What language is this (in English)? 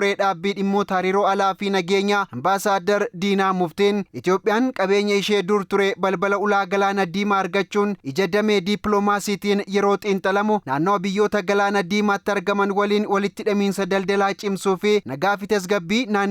Oromo